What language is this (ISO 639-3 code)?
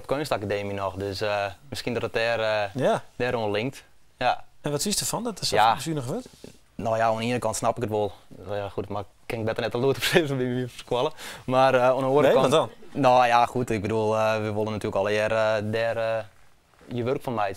fry